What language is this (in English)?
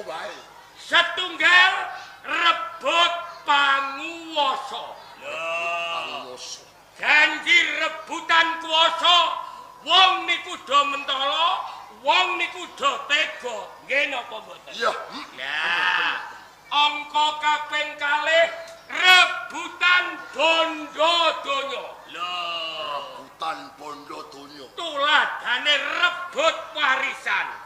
Javanese